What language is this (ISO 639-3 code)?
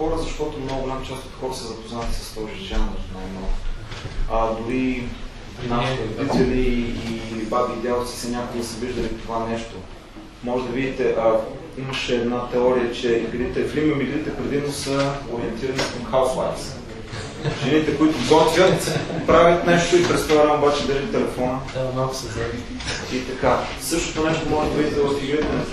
bul